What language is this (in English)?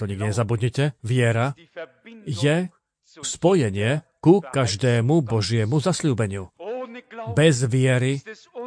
Slovak